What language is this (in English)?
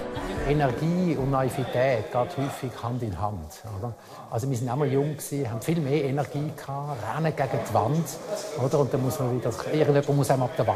Romansh